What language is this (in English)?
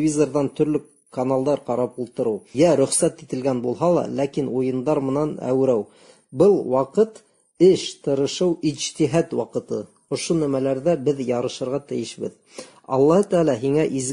Bashkir